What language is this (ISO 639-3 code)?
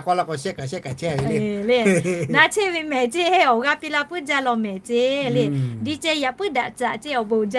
lhu